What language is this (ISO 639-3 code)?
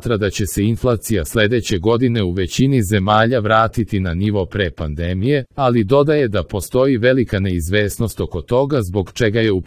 srp